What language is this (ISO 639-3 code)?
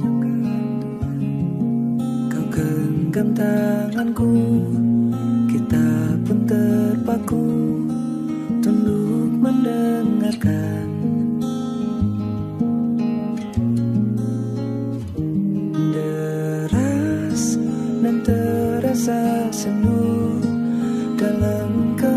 ind